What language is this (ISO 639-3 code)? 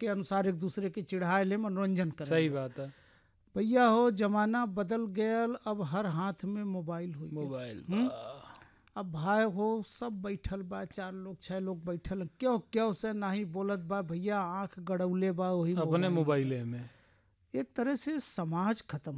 bho